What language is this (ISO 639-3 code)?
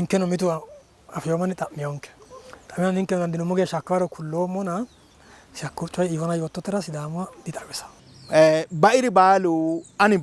sid